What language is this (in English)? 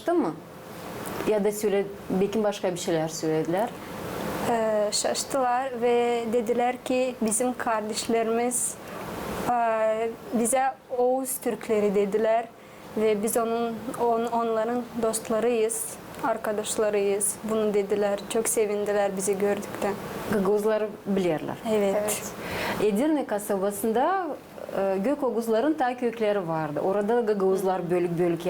Gagauz